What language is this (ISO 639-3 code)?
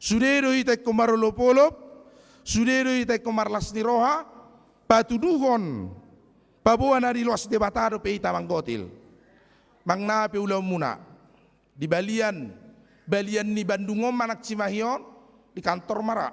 bbc